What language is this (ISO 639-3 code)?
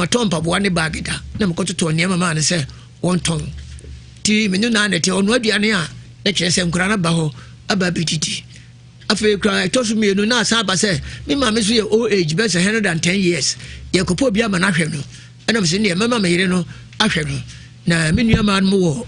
aka